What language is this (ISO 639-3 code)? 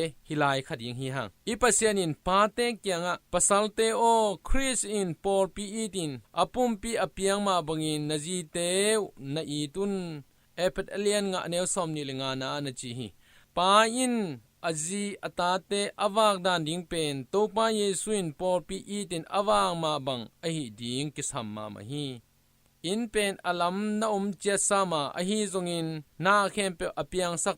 ctd